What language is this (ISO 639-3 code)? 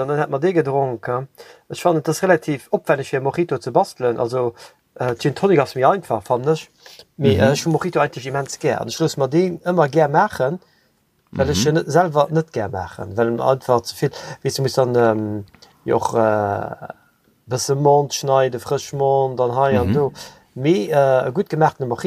ltz